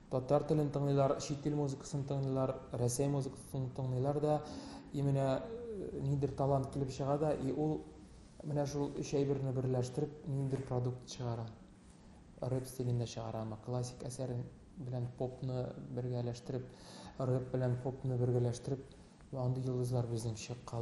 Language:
Tatar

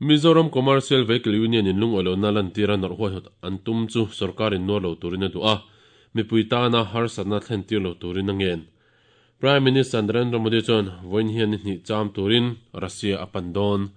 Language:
Mizo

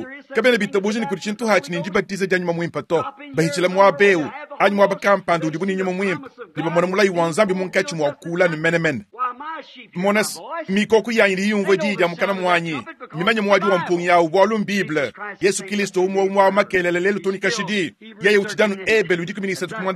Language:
Luba-Lulua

